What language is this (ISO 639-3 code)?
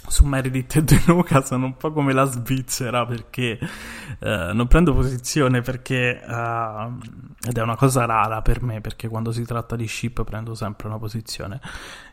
ita